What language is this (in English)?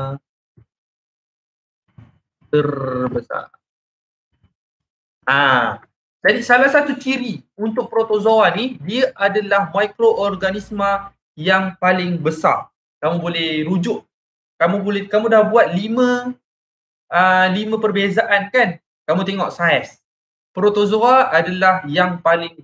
Malay